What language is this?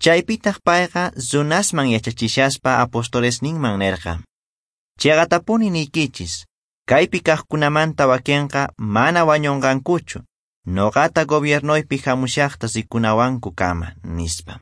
Quechua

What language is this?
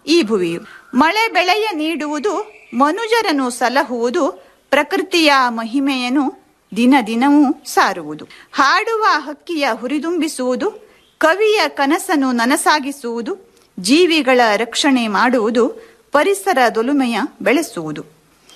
Kannada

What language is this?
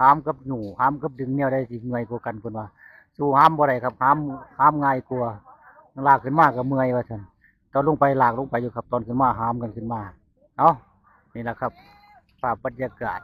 Northeastern Thai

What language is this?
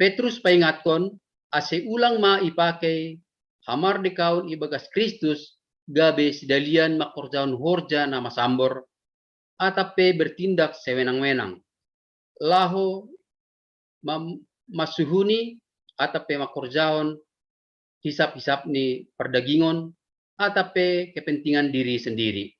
Batak Simalungun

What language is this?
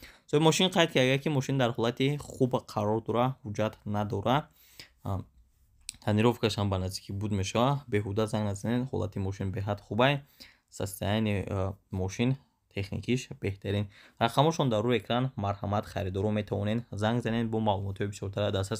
Tajik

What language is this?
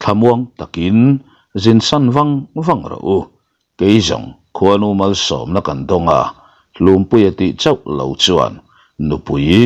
Mizo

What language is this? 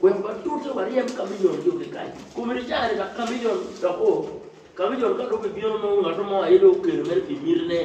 Acoli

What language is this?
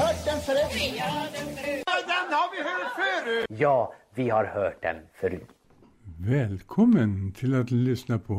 Swedish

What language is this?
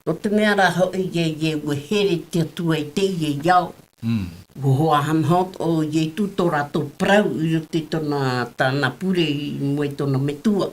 Tahitian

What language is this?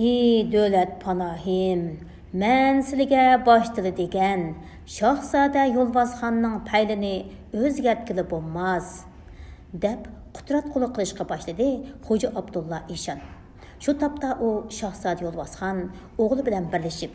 Uyghur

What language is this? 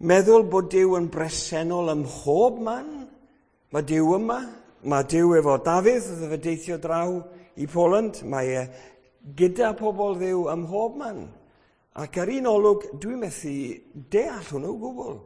Welsh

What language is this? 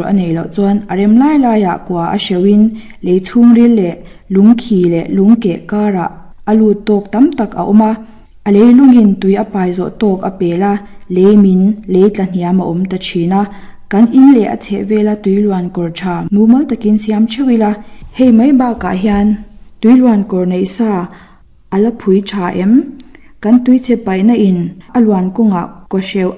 Mizo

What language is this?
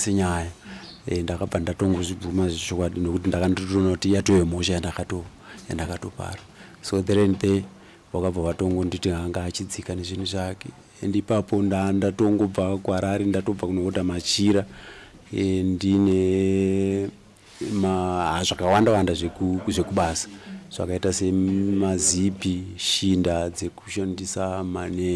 Shona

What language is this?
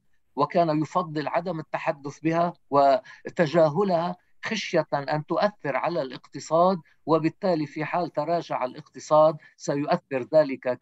Arabic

